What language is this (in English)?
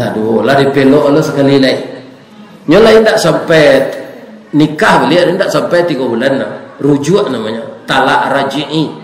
Minangkabau